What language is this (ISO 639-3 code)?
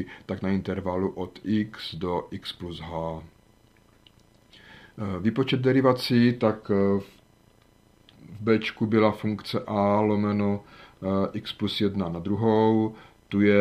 ces